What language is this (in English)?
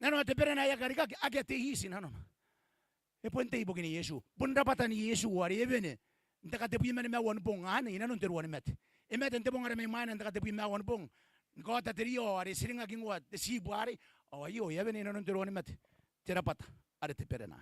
Gilbertese